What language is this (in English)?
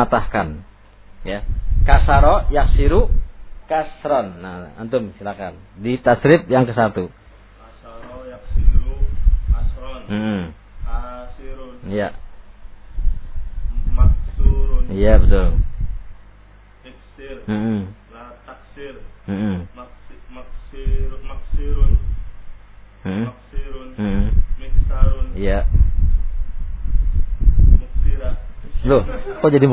Indonesian